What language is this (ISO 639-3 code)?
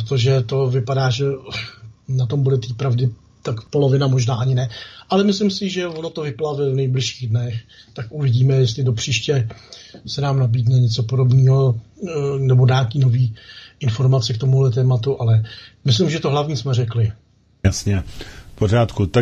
ces